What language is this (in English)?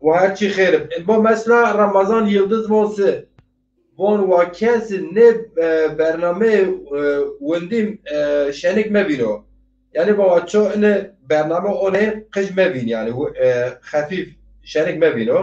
Zaza